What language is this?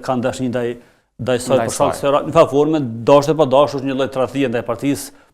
Albanian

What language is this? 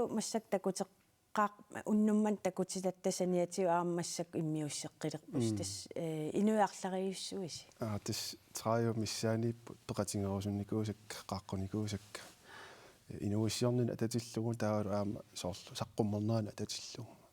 Kalaallisut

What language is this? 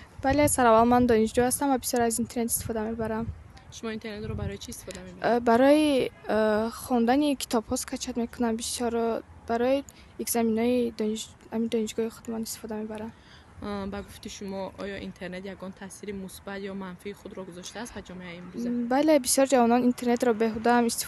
Tajik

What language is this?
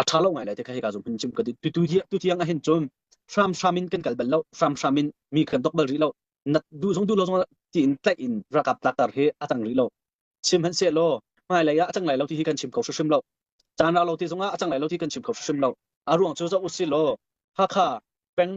Hakha Chin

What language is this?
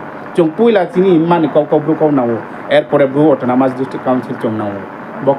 Riang (India)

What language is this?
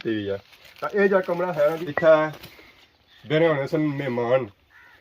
Pahari-Potwari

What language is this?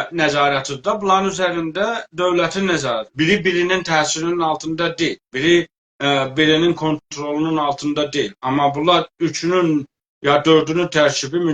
South Azerbaijani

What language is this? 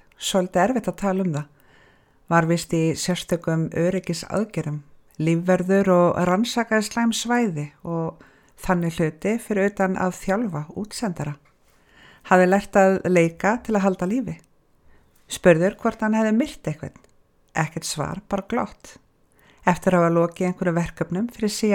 Icelandic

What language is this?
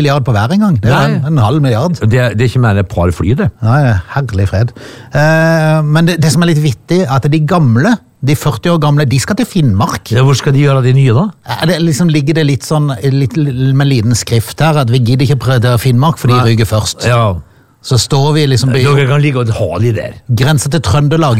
Norwegian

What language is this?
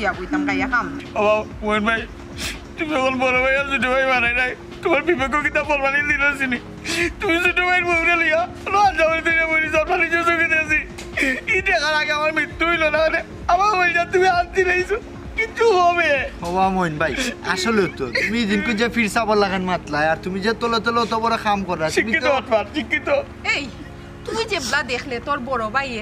Sylheti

